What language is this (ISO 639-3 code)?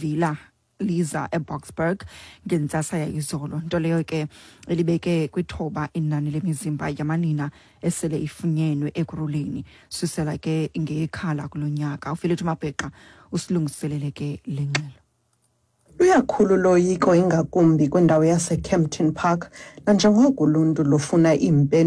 xho